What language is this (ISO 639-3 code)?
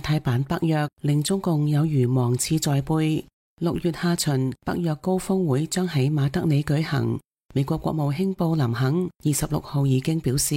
yue